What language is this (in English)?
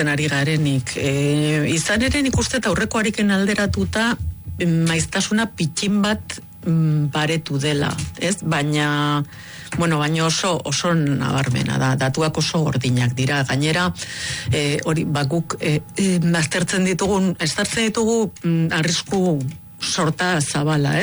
Basque